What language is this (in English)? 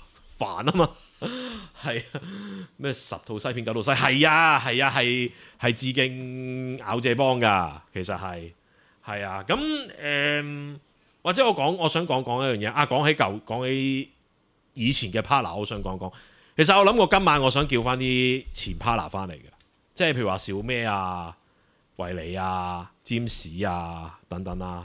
Cantonese